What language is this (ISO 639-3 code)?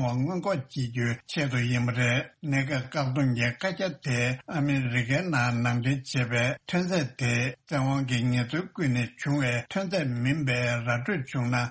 bod